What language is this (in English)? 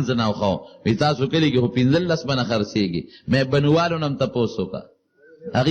Pashto